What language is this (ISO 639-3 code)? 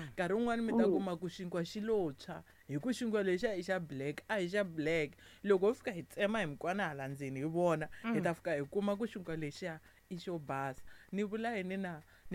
tso